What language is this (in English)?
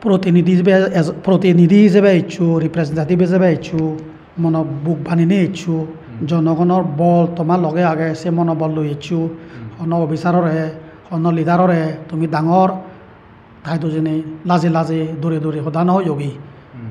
Chakma